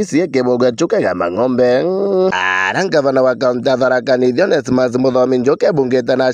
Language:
Meru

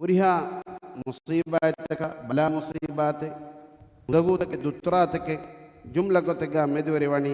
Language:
Divehi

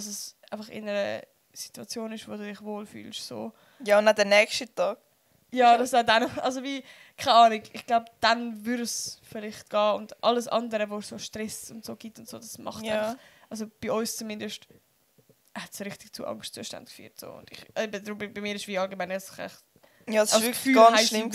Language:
Swiss German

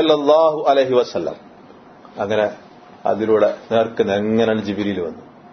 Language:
Malayalam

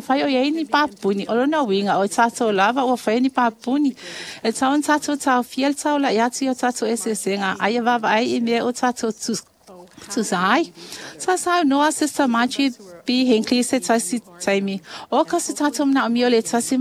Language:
Samoan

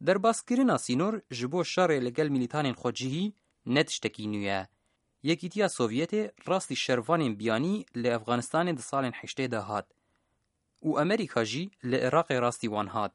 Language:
Kurdish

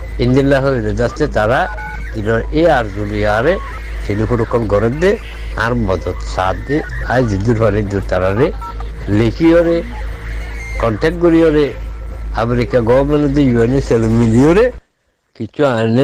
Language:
Rohingya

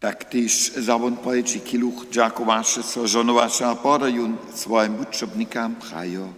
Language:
Upper Sorbian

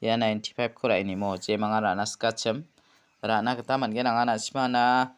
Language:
Garo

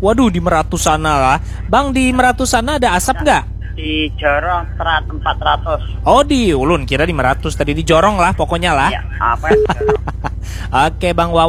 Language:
Banjar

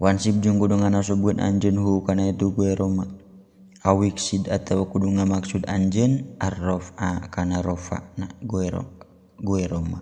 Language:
Sundanese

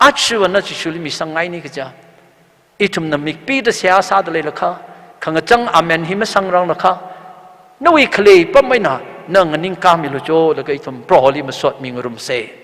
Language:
Tangkhul Naga (India)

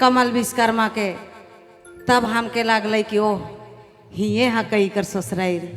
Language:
Sadri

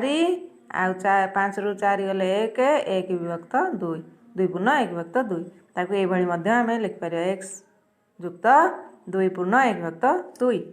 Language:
Odia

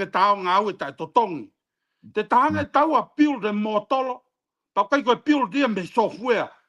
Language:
Tongan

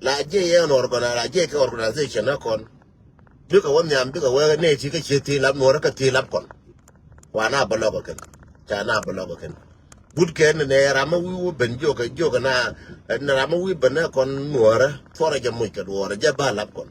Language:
Nuer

